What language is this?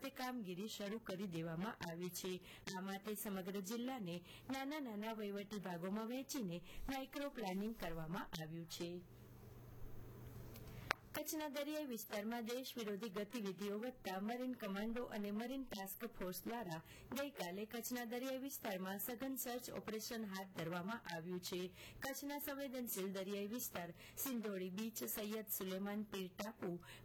Gujarati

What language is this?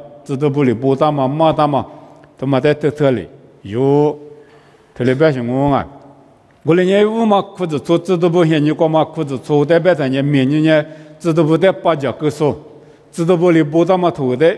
Lisu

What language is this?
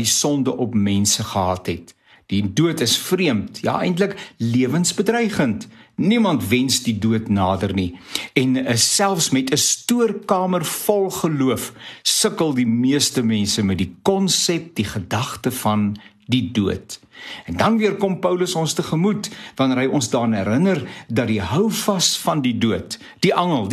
Afrikaans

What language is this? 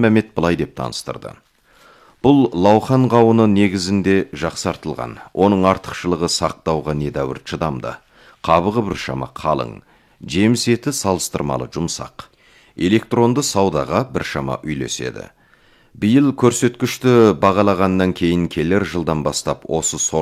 Kazakh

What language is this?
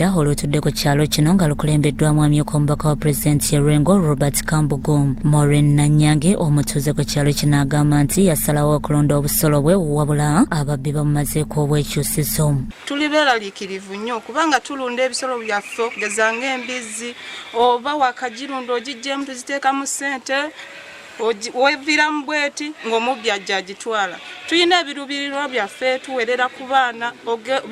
Ganda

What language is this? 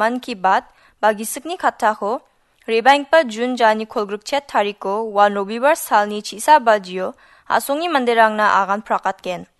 Garo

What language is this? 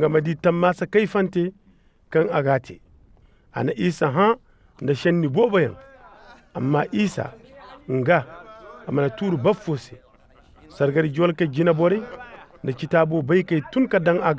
Koyraboro Senni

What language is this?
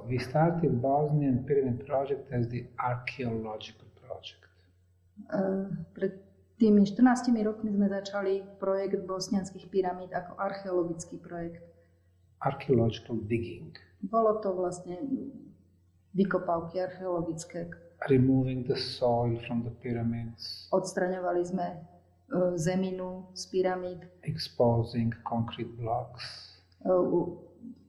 Slovak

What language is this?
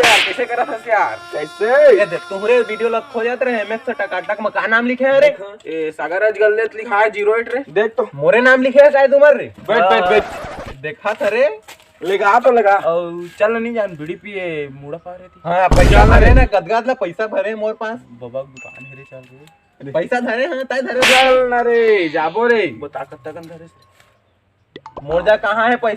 Chhattisgarhi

